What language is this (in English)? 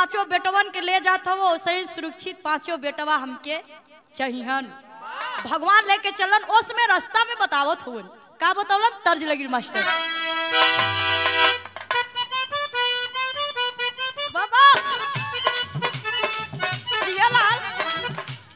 Bhojpuri